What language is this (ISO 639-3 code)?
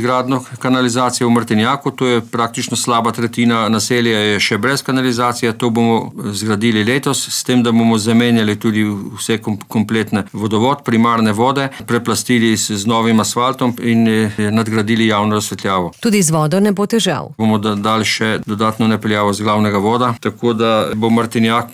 slv